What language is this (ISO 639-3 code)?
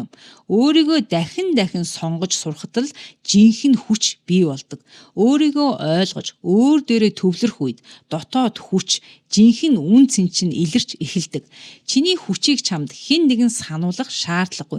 mon